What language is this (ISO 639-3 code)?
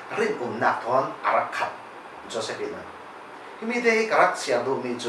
cfm